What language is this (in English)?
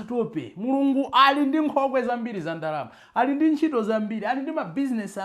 Nyanja